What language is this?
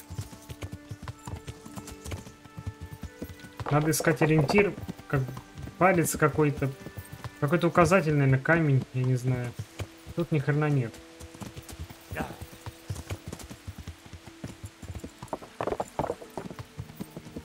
Russian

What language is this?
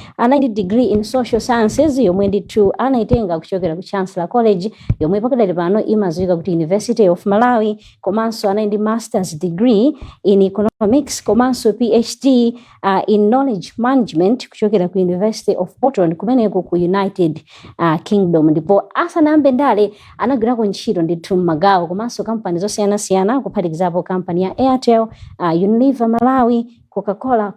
Nyanja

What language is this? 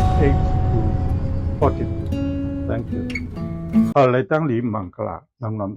Shan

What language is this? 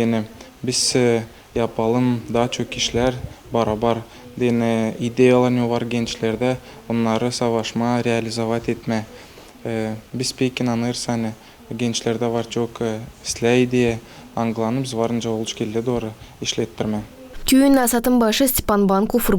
Gagauz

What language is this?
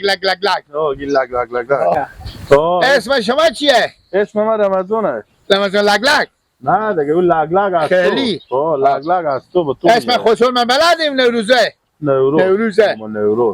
Hazaragi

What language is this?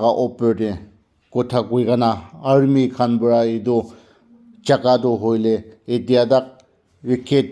Naga Pidgin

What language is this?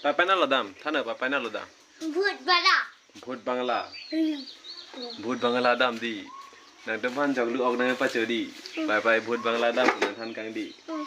Karbi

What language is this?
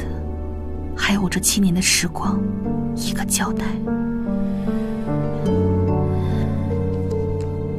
Chinese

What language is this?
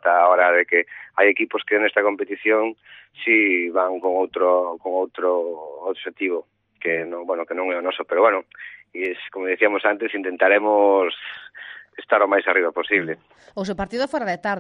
Galician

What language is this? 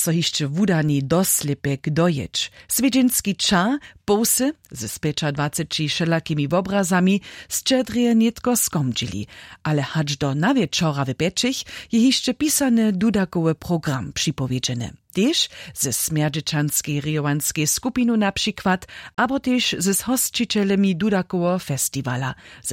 Upper Sorbian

